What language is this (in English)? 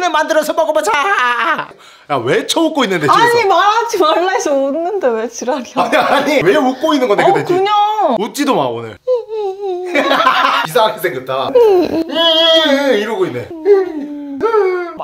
Korean